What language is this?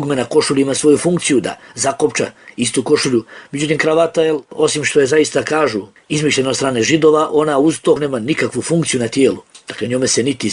Bosnian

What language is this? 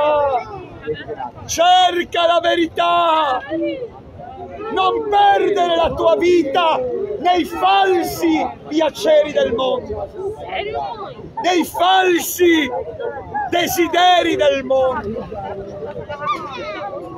Italian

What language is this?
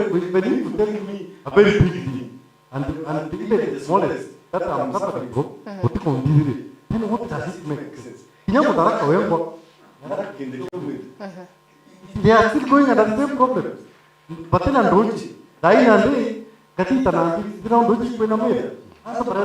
Meru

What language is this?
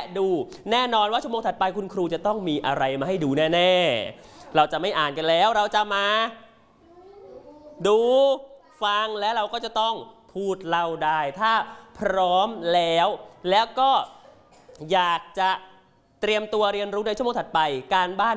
Thai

